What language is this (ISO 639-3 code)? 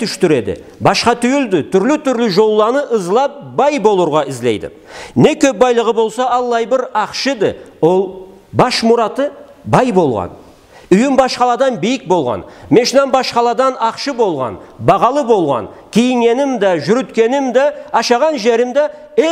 krc